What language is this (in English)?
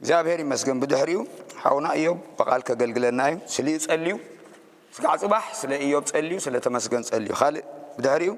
Tigrinya